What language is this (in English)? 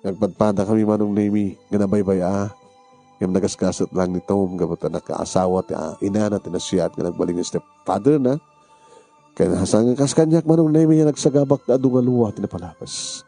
Iloko